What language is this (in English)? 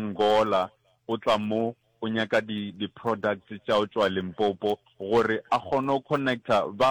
Northern Sotho